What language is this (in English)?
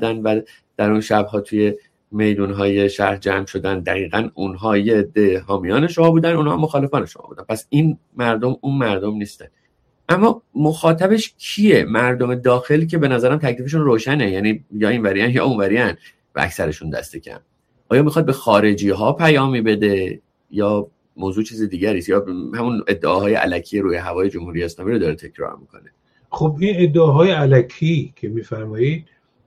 Persian